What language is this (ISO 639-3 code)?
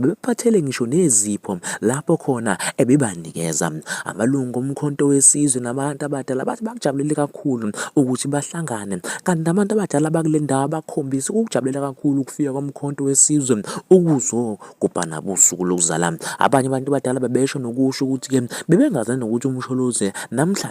zul